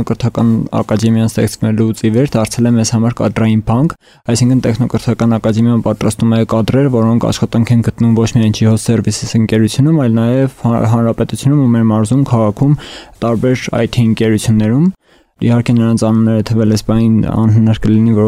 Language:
Armenian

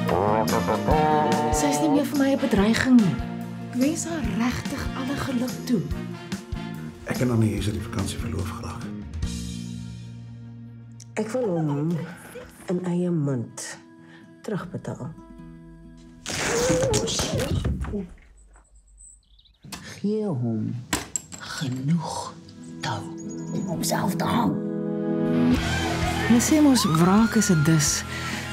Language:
Afrikaans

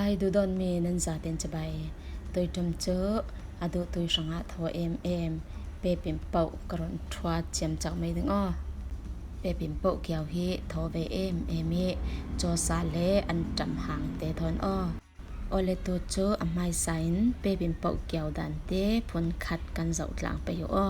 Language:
Falam Chin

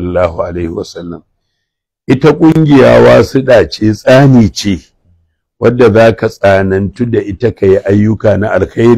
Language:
Hausa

